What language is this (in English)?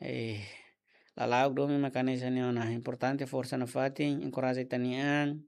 Tetum